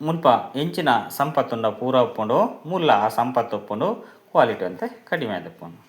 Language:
Tulu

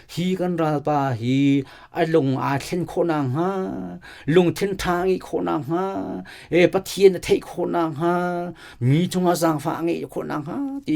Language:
Hakha Chin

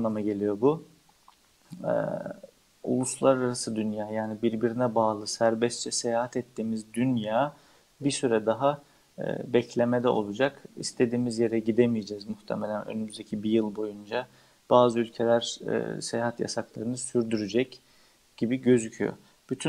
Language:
Turkish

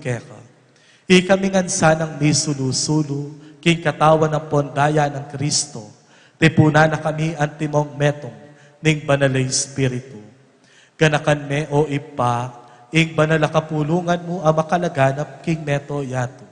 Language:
Pampanga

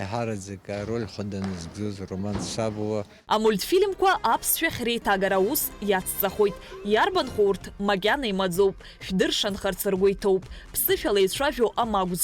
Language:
Abkhazian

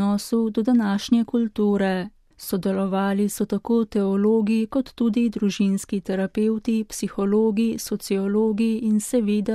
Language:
Slovenian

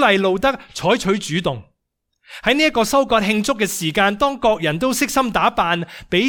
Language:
Cantonese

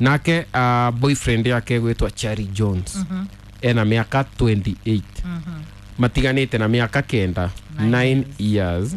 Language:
Kikuyu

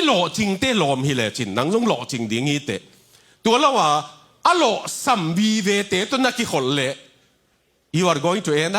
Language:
Tedim Chin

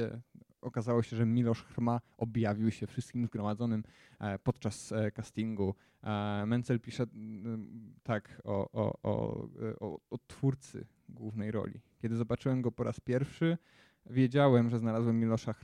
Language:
Polish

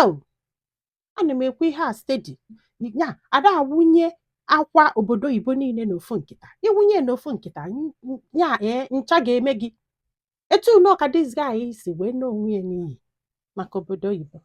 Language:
Igbo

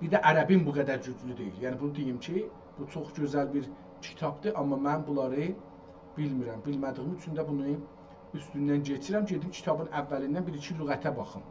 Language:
South Azerbaijani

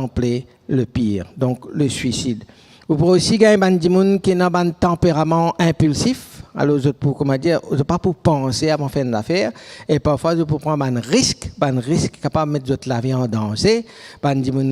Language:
Morisyen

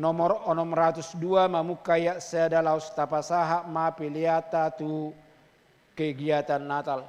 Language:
Batak Toba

